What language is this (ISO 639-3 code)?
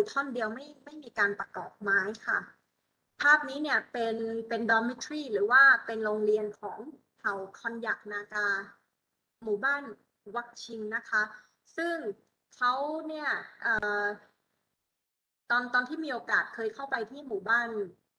tha